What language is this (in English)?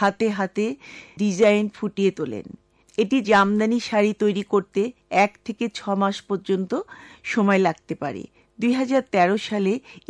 Bangla